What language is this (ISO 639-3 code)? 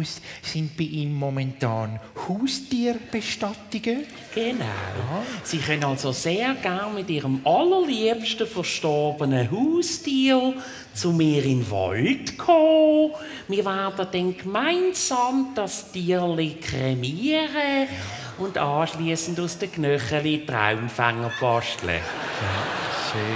gsw